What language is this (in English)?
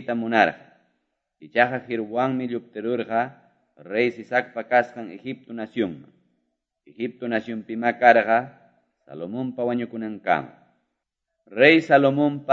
Ayacucho Quechua